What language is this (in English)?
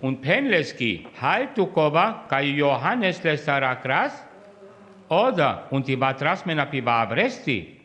Sinte Romani